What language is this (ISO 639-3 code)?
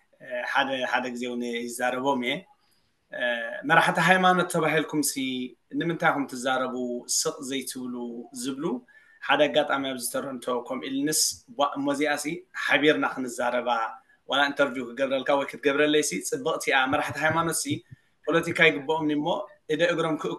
tir